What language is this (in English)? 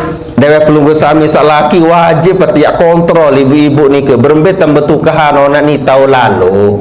Sasak